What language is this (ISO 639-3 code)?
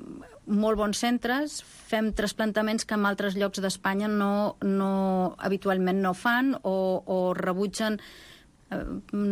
cat